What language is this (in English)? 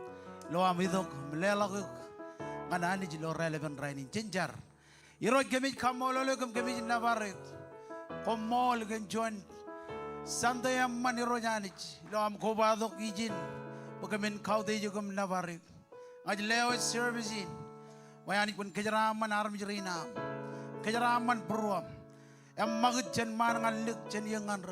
Marshallese